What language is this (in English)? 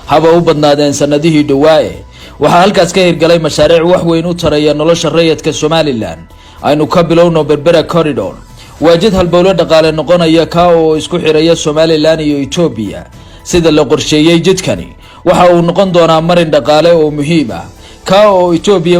Somali